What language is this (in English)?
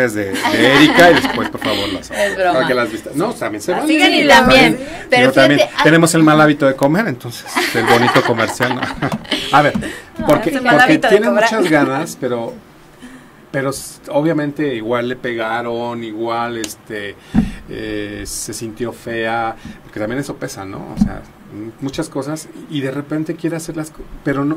Spanish